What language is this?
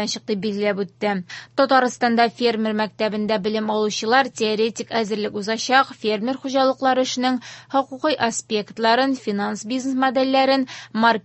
Tatar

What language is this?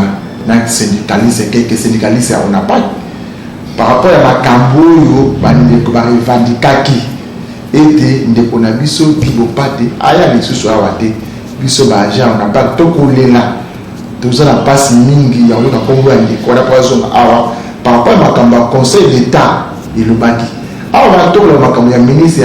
Lingala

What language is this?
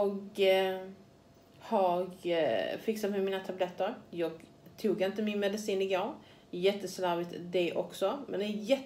Swedish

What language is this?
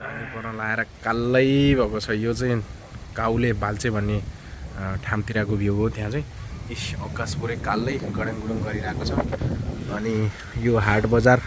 Nepali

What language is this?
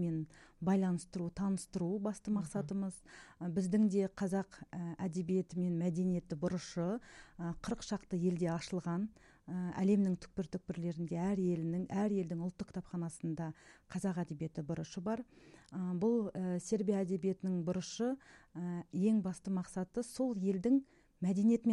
Kazakh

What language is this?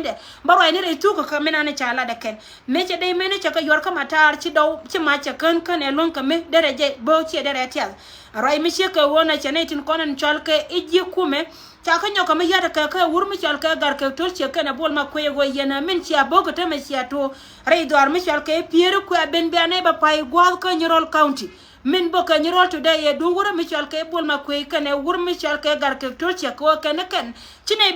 Nuer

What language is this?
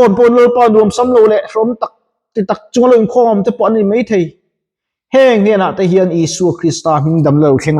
Mizo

